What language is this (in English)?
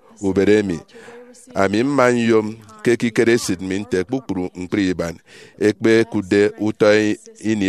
Efik